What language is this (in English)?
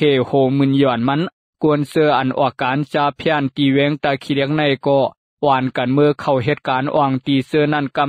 Lao